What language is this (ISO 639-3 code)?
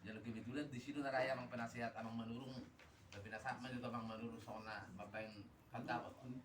bbc